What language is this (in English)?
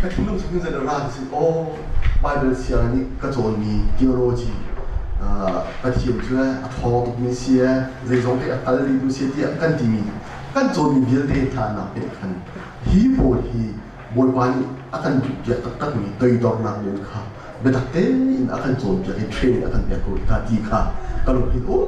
Hakha Chin